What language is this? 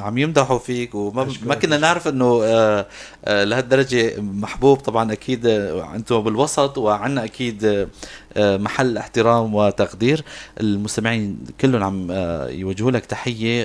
North Levantine Arabic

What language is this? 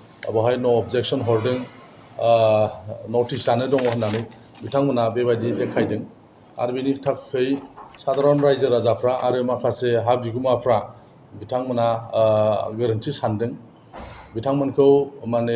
Bodo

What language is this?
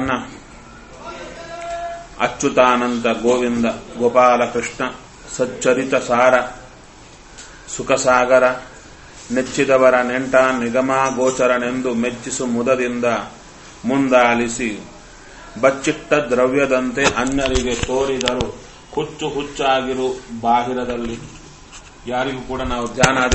Kannada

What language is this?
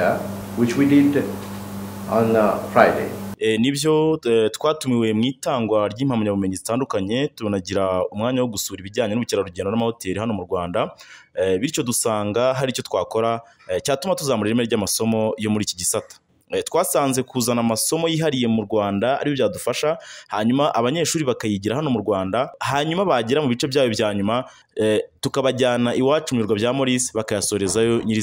Kinyarwanda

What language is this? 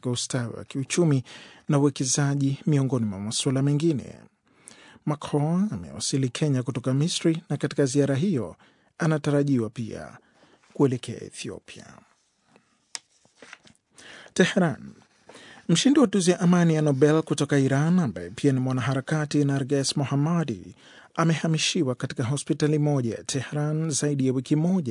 Swahili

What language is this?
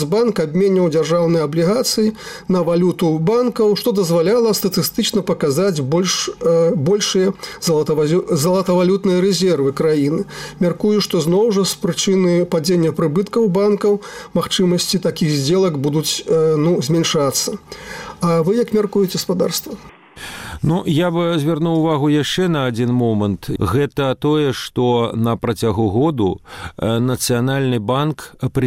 Belarusian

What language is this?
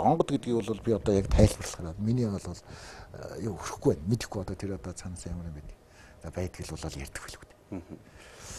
Mongolian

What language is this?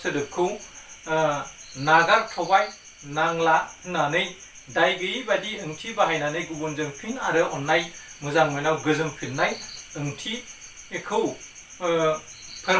Bodo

